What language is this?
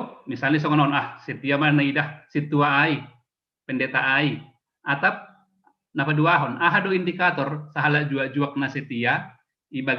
Batak Simalungun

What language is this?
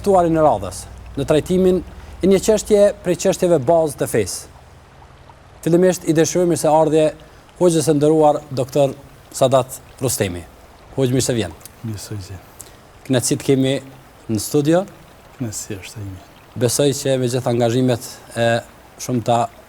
Albanian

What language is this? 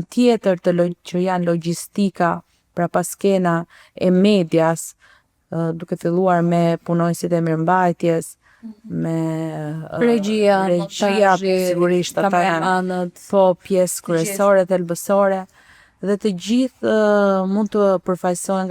Albanian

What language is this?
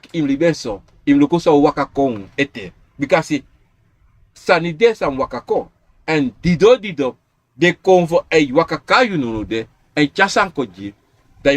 Sranan Tongo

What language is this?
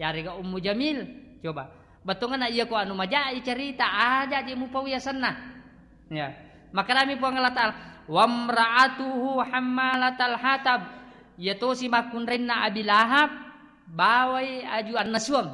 Buginese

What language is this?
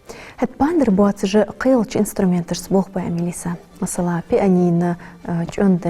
Ingush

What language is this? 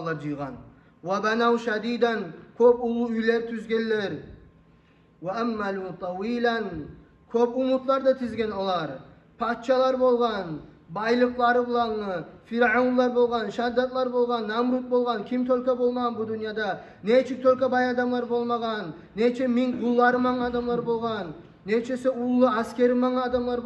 Kumyk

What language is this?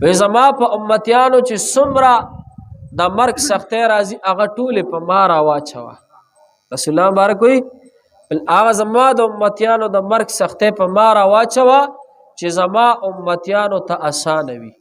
Pashto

